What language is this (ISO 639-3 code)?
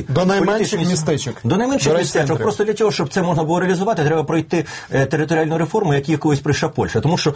ukr